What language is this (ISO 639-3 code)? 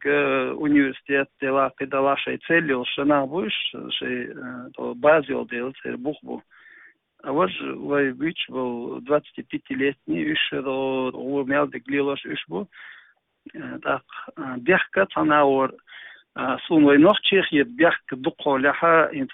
che